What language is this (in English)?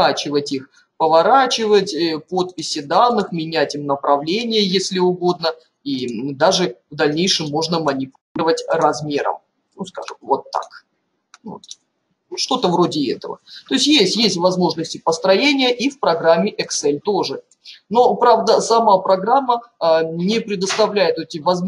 Russian